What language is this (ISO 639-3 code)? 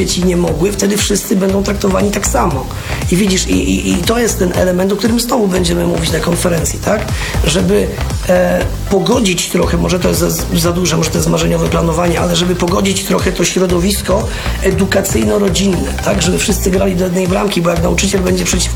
pol